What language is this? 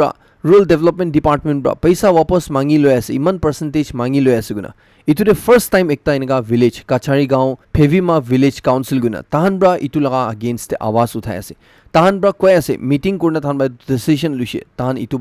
Naga Pidgin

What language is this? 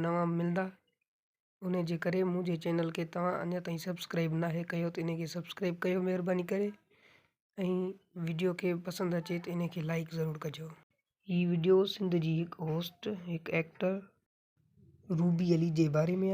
Sindhi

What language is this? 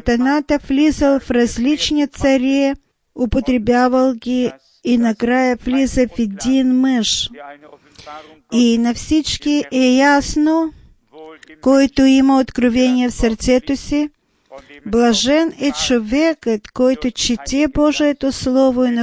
Bulgarian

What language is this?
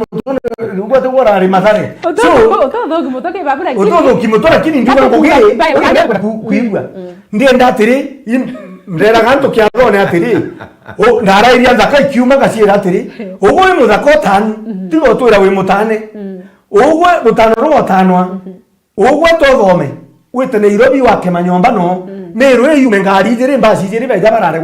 Meru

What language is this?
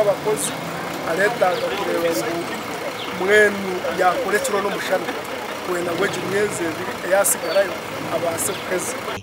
Nyankole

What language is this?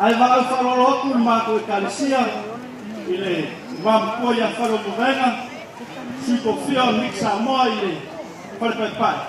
Samoan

